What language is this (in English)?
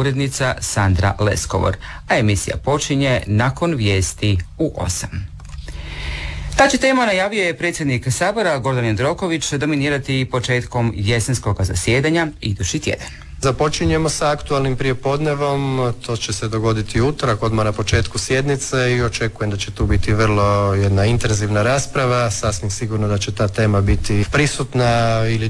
Croatian